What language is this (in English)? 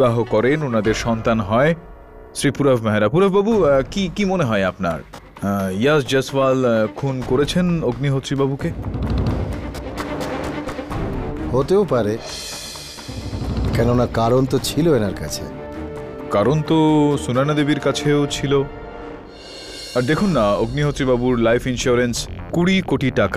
Bangla